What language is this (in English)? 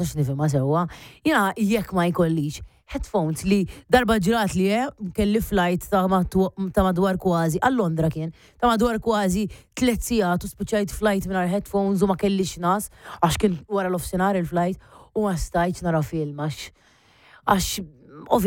Maltese